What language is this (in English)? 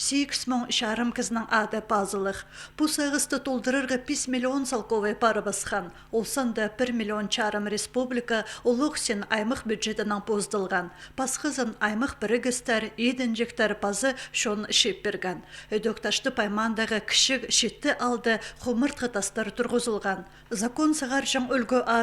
Khakas